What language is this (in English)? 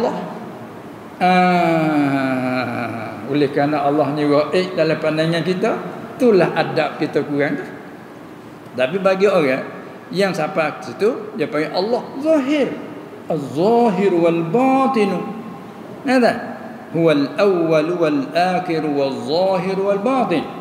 Malay